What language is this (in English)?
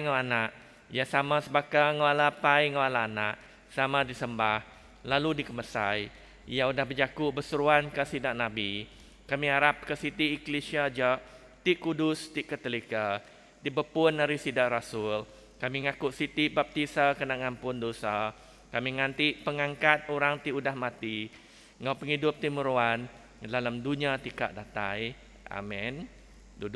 Iban